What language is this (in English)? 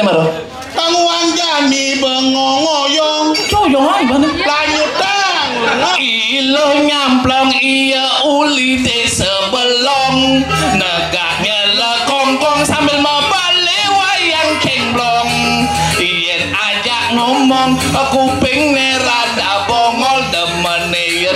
Balinese